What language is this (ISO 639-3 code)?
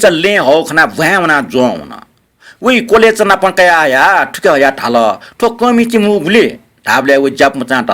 new